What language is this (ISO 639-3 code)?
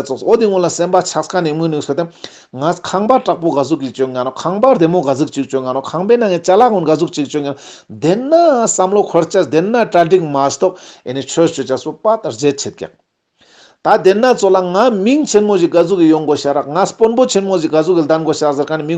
lbj